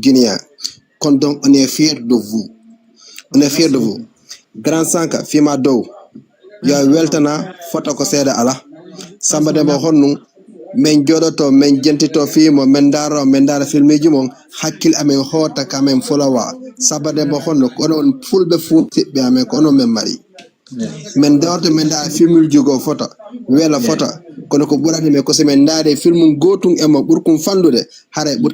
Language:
Fula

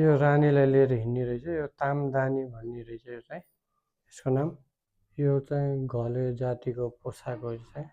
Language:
Nepali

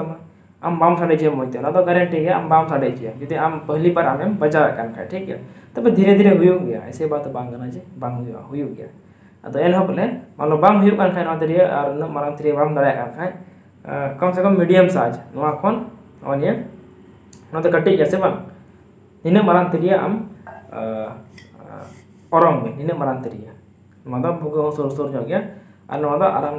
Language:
Santali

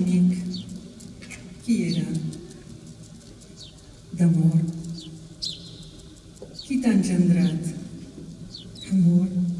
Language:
Catalan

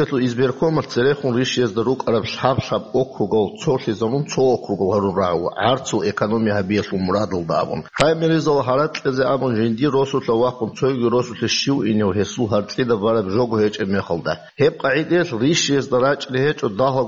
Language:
Avaric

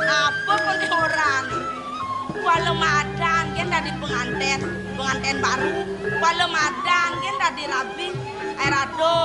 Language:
Balinese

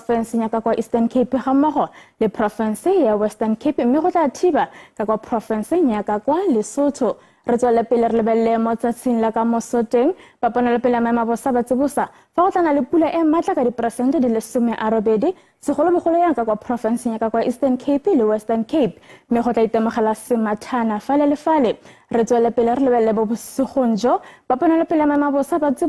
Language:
Tswana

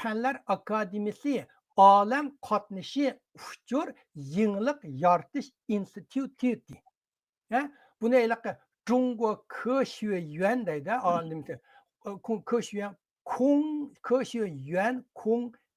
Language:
Uyghur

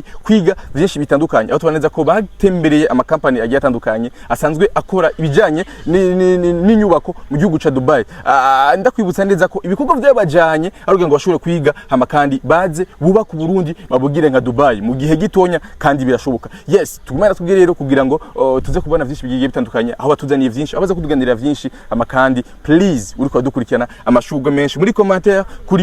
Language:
Rundi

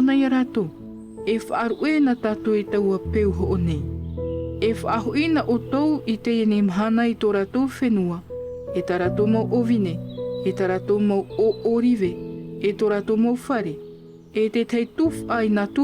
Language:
Tahitian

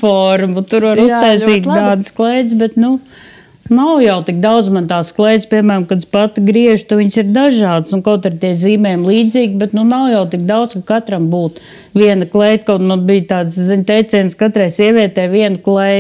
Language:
Latvian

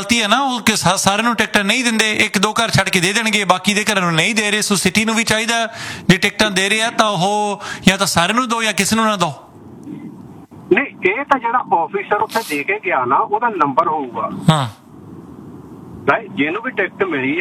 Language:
Punjabi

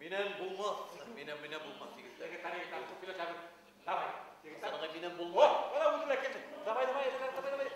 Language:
Bashkir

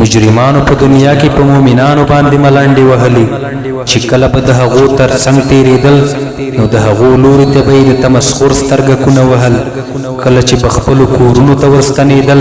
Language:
Pashto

